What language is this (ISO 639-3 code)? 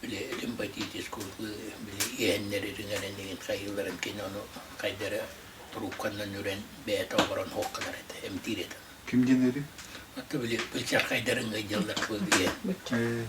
sah